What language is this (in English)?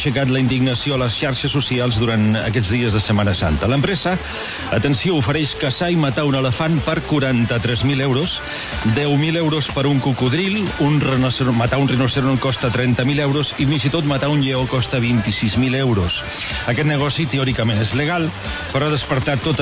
Catalan